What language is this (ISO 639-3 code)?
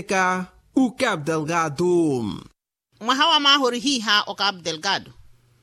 vmw